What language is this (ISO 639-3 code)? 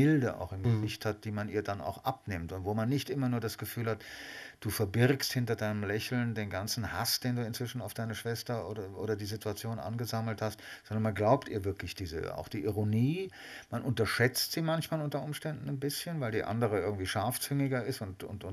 deu